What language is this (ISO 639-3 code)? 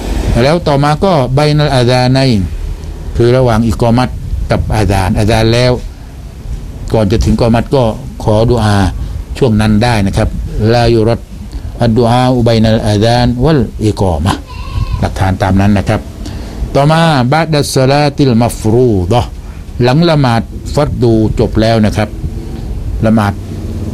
tha